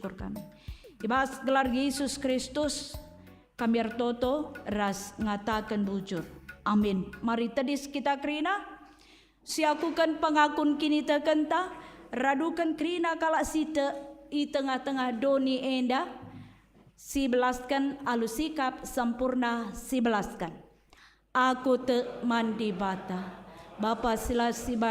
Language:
Batak Karo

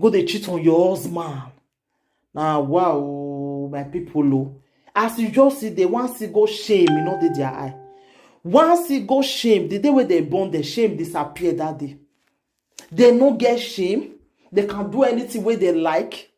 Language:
Nigerian Pidgin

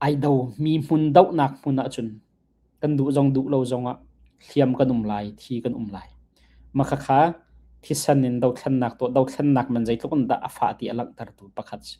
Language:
Hakha Chin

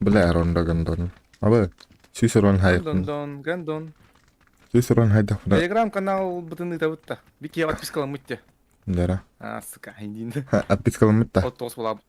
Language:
Yakut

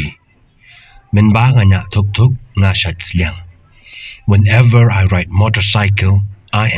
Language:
Khasi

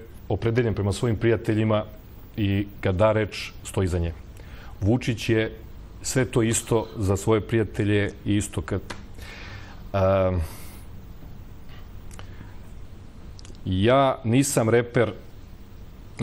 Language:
Serbian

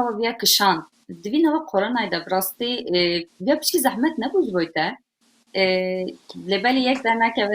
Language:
Kurdish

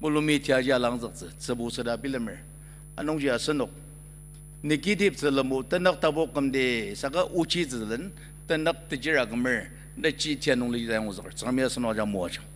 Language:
Ao Naga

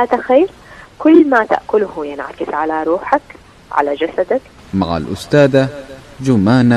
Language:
Najdi Arabic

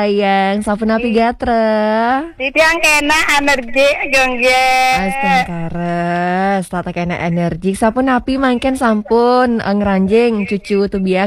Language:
Balinese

